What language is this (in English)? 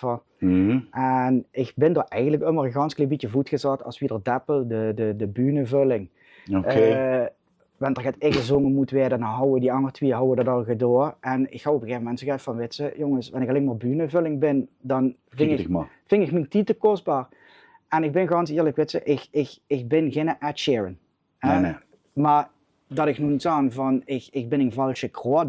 Limburgish